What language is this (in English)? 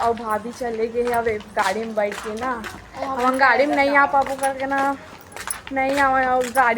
Chhattisgarhi